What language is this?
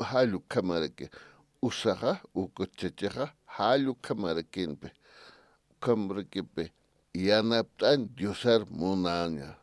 Aymara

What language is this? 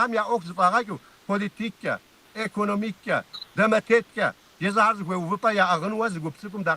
Kabardian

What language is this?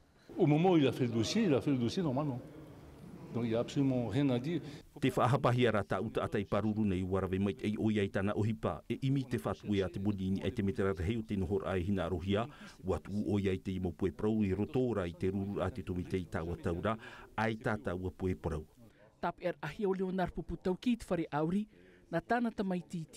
Tahitian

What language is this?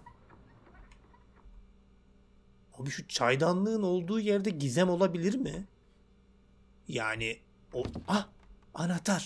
Turkish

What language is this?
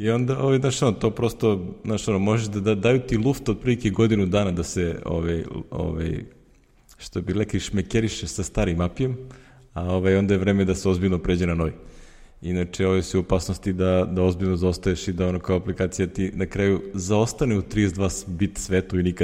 Serbian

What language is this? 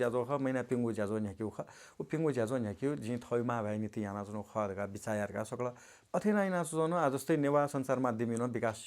Newari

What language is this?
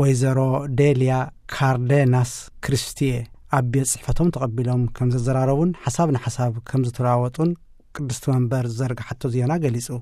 Tigrinya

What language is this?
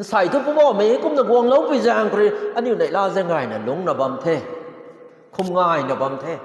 Rongmei Naga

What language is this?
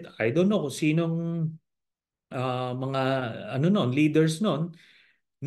Filipino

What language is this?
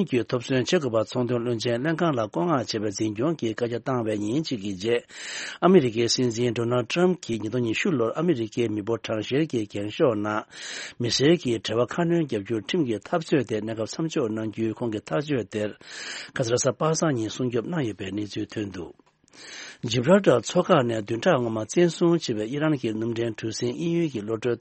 Tibetan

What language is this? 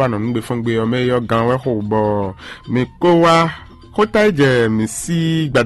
Fon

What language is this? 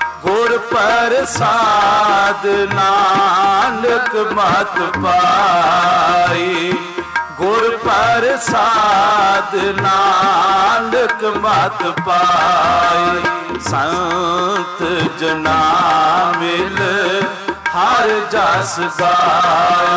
Punjabi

